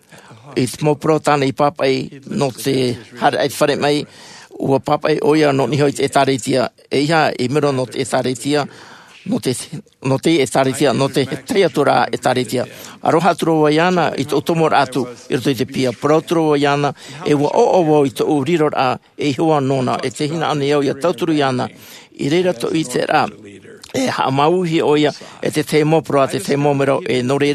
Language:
Tahitian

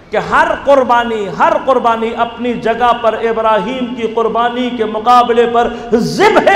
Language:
Hindi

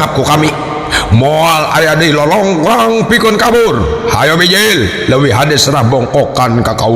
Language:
Sundanese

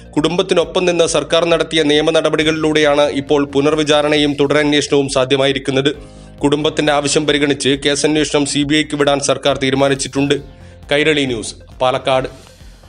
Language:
Malayalam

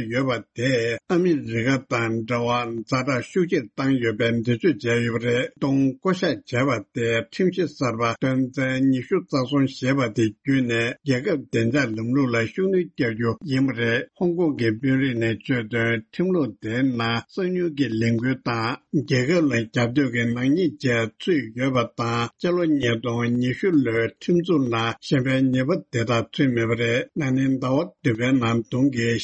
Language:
Tibetan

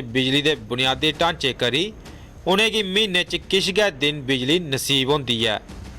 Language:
Dogri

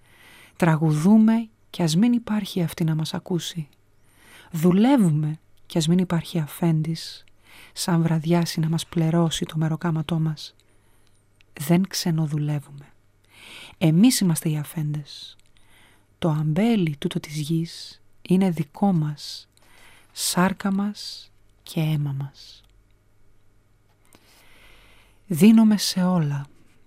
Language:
Greek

